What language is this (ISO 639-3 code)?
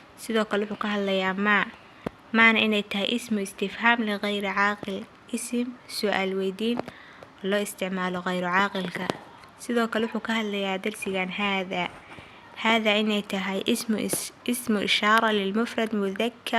som